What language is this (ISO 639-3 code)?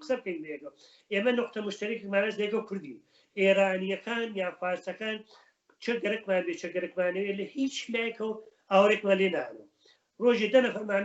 ckb